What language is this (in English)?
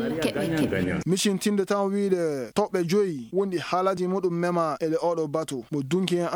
Maasina Fulfulde